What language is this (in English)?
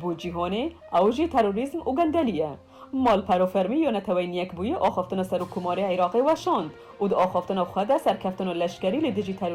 Kurdish